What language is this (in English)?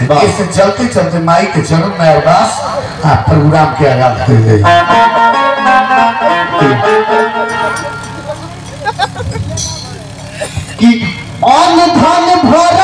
Bhojpuri